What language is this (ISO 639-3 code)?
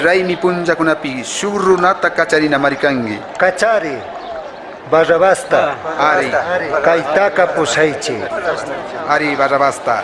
qug